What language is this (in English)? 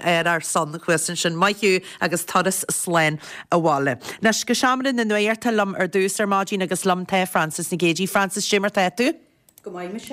Irish